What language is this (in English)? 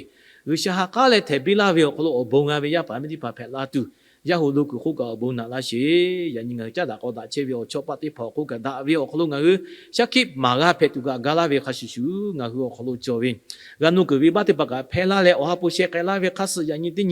Lahu